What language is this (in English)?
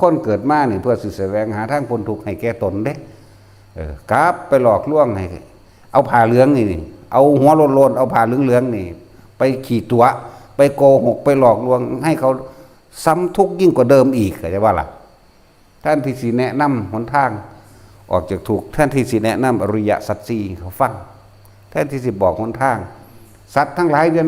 Northeastern Thai